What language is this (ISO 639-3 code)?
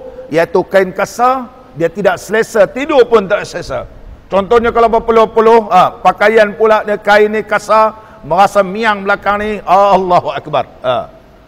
msa